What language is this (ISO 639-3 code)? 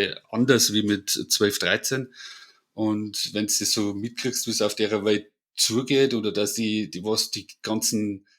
bar